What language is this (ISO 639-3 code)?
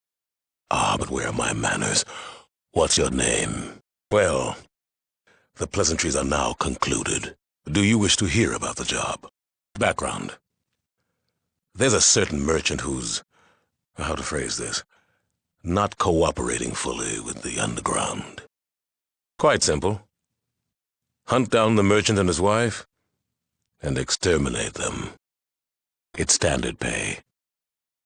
eng